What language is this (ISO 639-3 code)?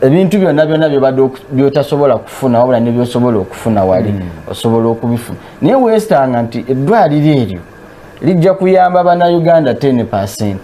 lug